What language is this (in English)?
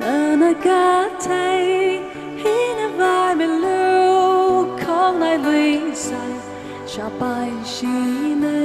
Tangkhul Naga (India)